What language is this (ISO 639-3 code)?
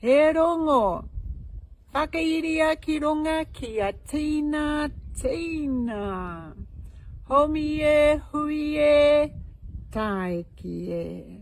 mri